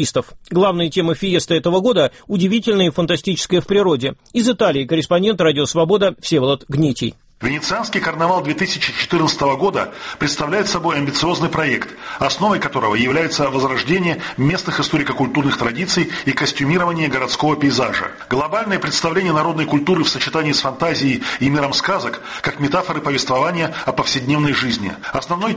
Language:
Russian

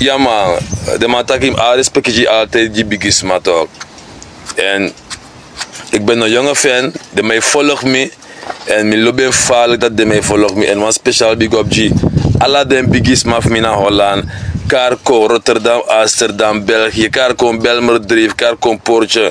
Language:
Sranan Tongo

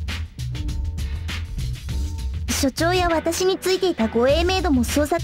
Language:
Japanese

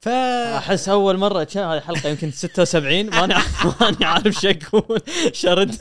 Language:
Gulf Arabic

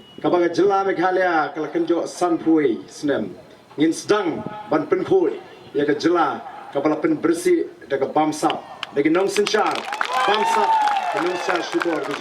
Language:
Khasi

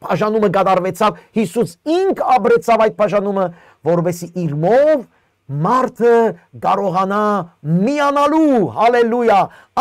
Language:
Western Armenian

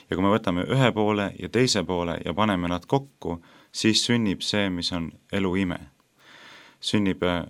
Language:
Estonian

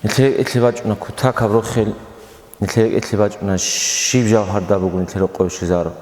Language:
Avaric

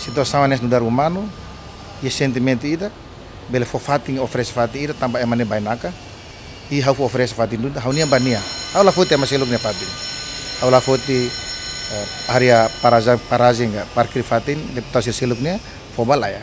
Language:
Tetum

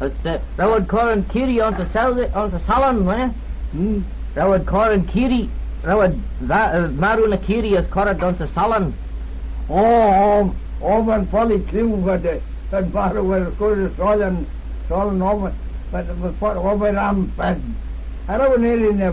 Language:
Manx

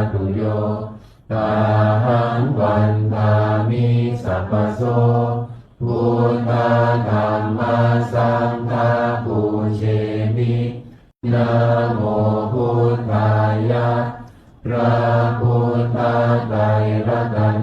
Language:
Pali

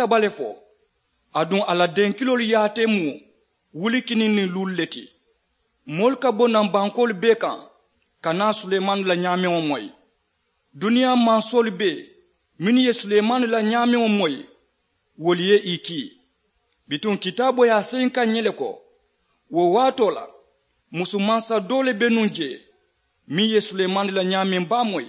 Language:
Mandingo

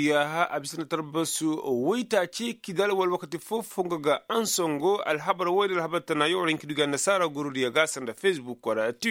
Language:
Koyraboro Senni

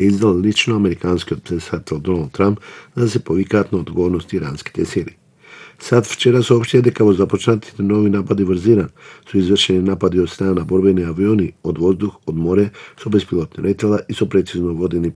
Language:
Macedonian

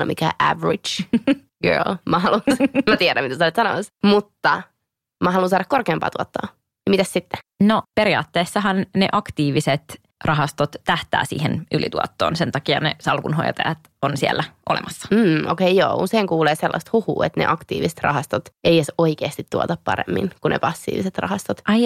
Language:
Finnish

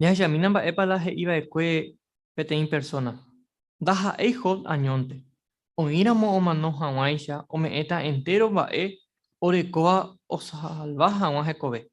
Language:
Guarani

